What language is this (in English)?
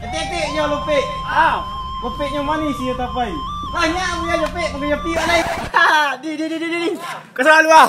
Minangkabau